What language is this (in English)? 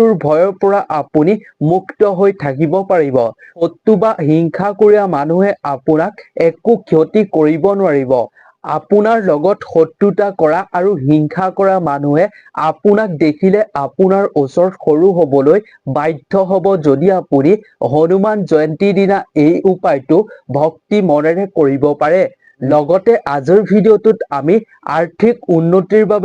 Assamese